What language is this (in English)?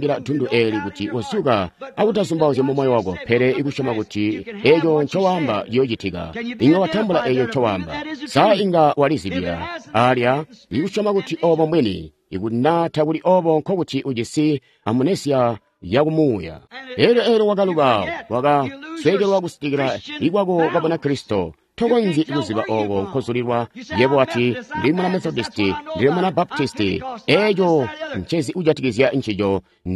Tonga (Zambia)